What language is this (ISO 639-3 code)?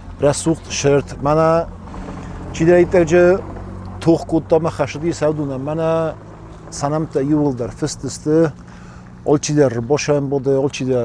oss